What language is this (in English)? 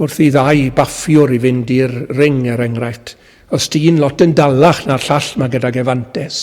Welsh